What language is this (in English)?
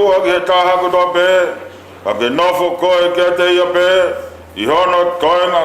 Tongan